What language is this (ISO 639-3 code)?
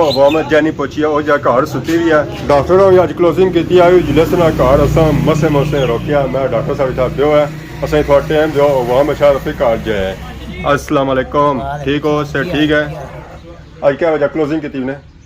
phr